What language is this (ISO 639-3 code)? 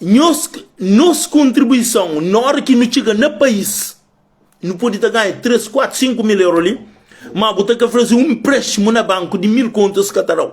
kea